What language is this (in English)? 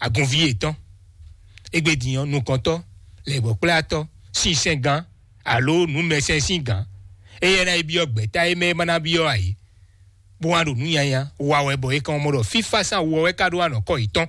Fon